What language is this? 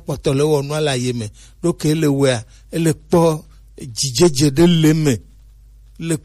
Gen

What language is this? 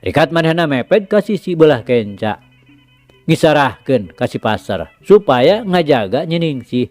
Sundanese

